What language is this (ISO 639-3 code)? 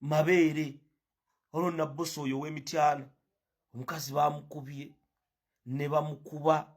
lug